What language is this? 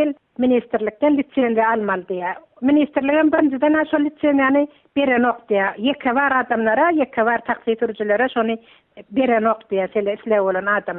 Turkmen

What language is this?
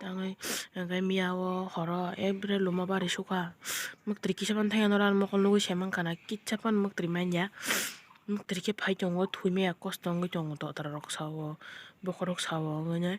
Kok Borok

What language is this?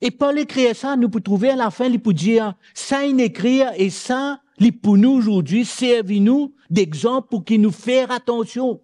Morisyen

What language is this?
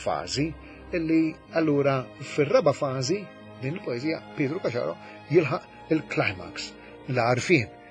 Maltese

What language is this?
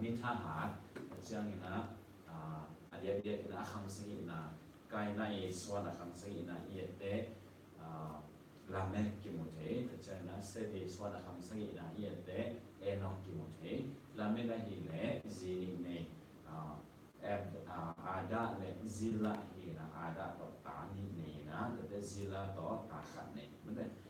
Tedim Chin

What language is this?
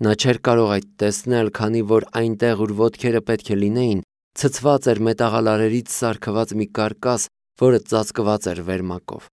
Armenian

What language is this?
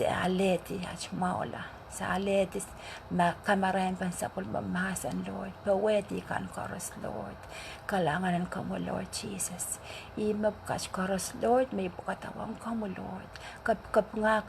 Pohnpeian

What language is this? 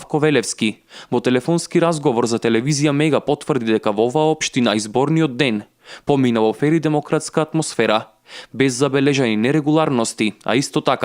Macedonian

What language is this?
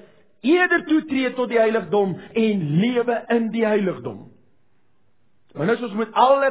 Afrikaans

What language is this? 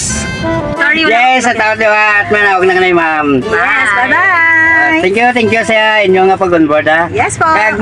Hiligaynon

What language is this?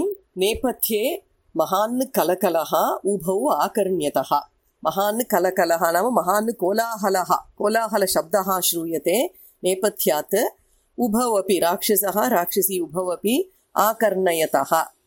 Sanskrit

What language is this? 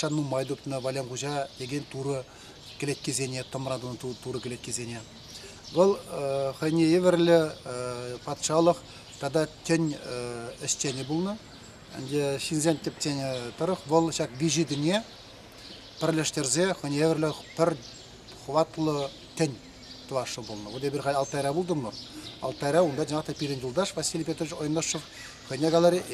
Chuvash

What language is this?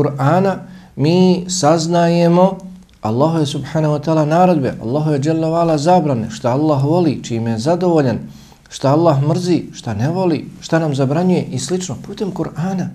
Bosnian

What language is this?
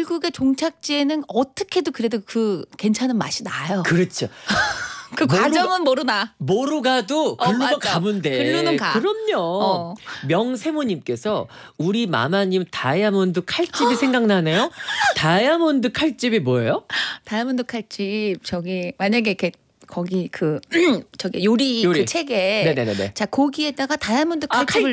Korean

